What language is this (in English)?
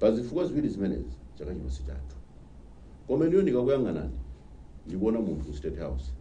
Nyanja